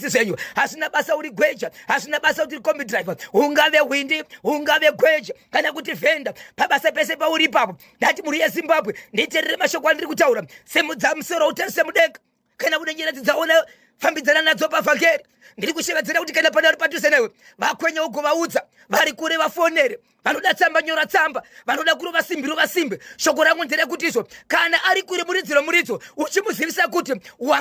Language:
Shona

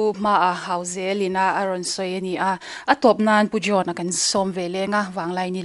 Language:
Mizo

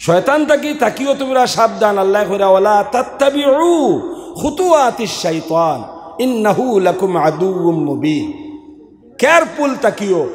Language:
Sylheti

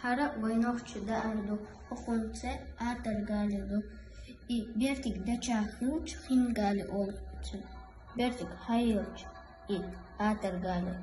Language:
Chechen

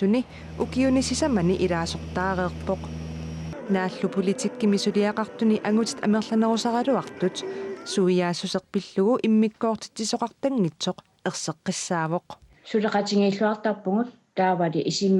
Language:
Kalaallisut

